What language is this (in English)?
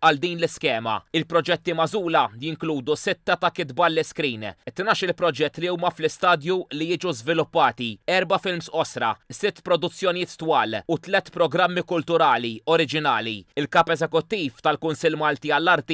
Maltese